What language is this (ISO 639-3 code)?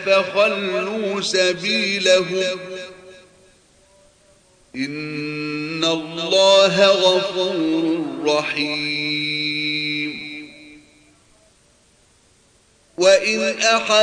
ara